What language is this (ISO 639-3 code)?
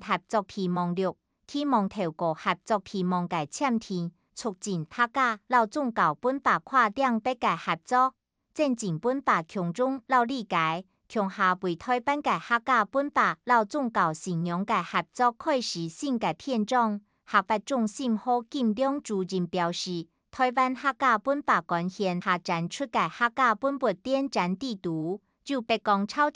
hak